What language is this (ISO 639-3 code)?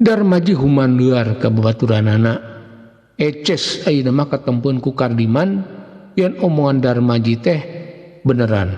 sun